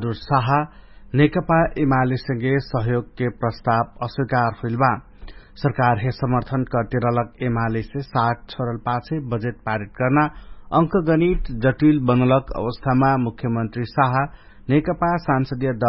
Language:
Dangaura Tharu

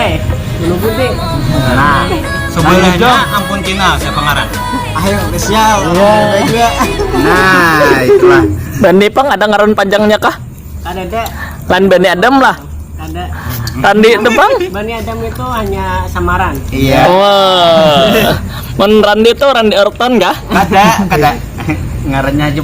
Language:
Banjar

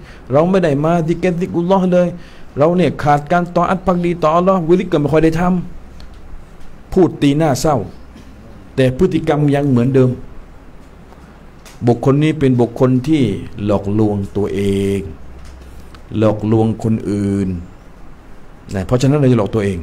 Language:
Thai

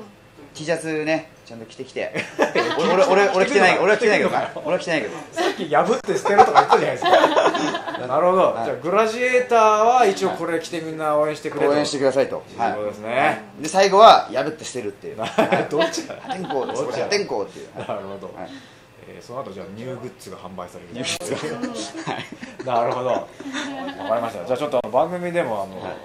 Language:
Japanese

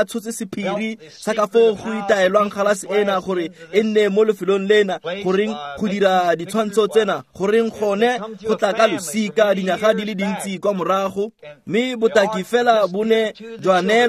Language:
Tswana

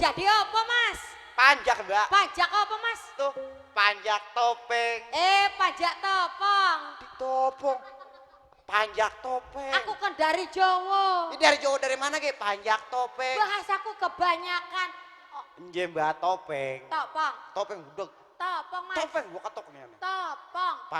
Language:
Betawi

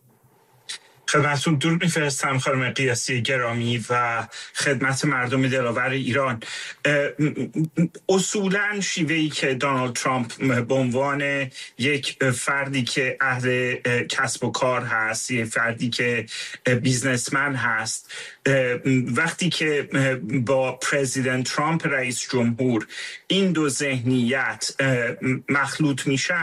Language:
Persian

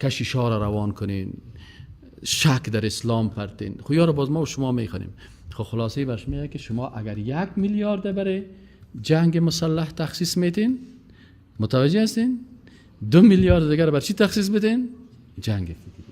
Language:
Persian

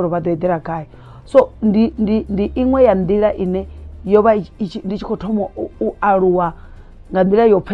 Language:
Venda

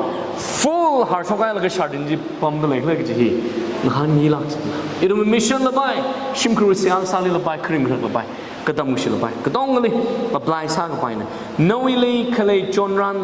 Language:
Tangkhul Naga (India)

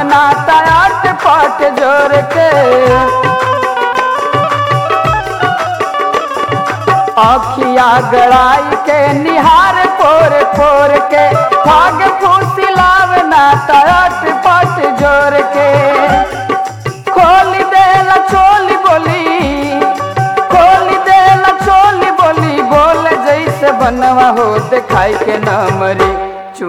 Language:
Bhojpuri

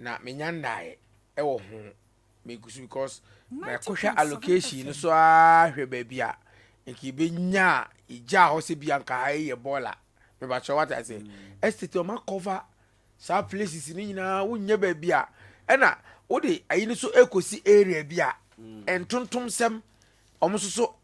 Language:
Akan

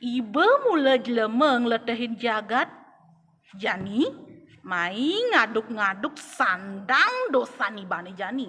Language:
Balinese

